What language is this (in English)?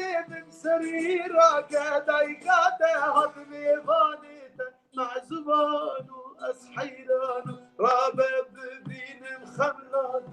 Kurdish